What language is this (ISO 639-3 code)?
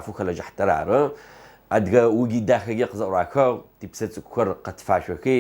ady